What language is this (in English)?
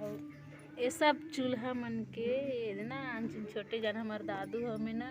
Chhattisgarhi